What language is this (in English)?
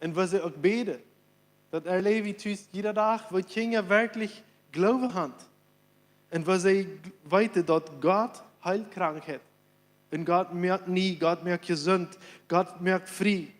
Plautdietsch